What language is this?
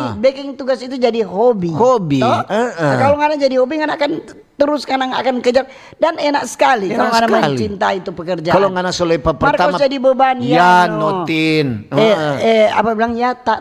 Manado Malay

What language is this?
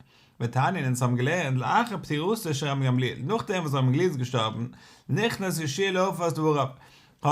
Yiddish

